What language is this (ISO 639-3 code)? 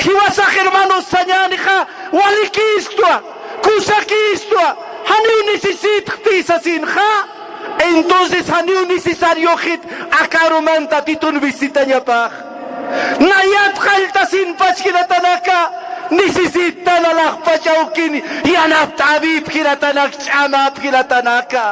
aym